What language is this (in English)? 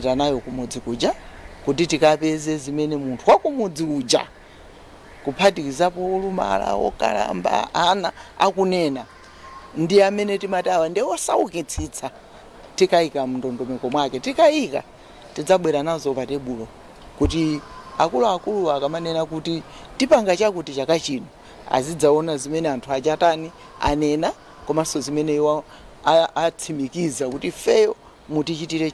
Nyanja